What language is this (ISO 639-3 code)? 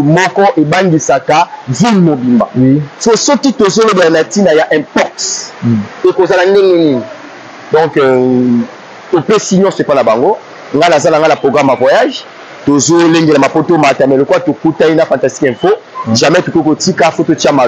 lin